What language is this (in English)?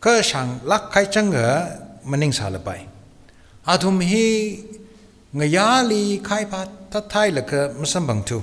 Tangkhul Naga (India)